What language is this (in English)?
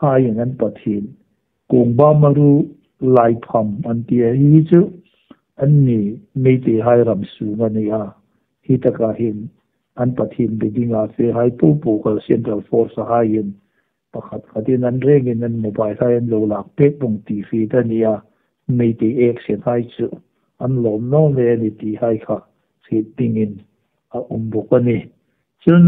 Hmar